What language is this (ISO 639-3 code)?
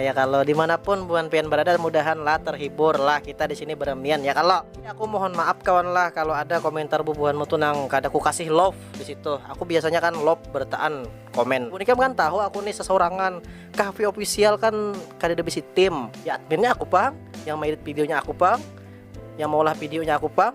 bjn